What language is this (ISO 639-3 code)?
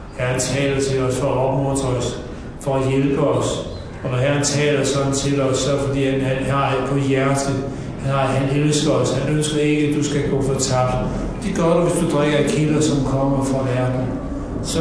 dan